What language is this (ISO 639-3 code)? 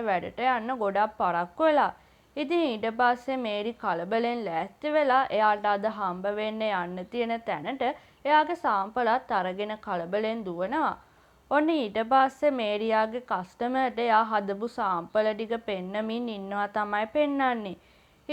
sin